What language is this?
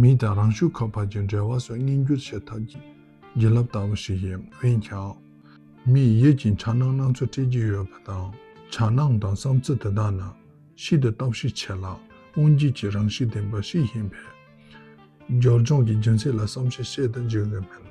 Tibetan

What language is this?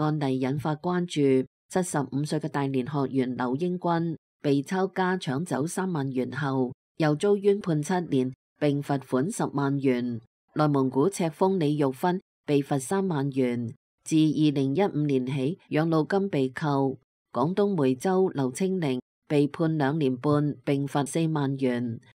Cantonese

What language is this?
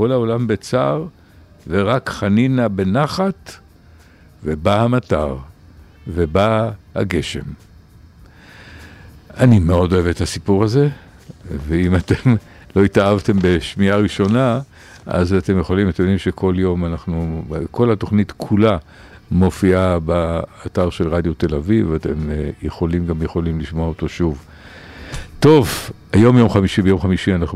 Hebrew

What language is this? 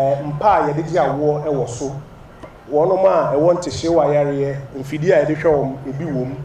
Akan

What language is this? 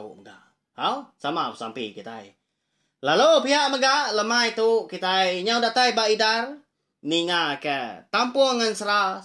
Iban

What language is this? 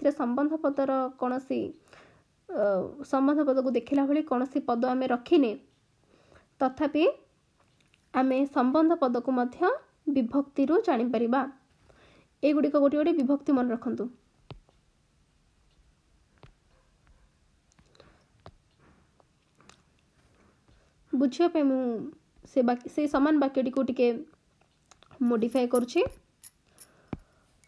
Odia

